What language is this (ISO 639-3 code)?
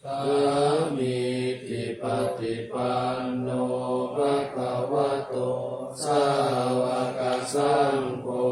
pli